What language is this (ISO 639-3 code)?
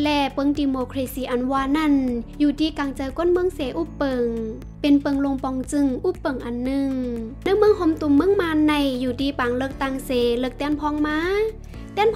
shn